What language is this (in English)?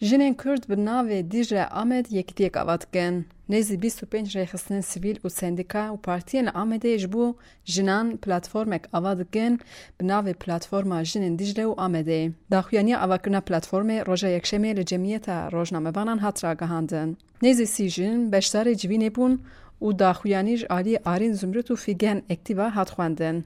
Kurdish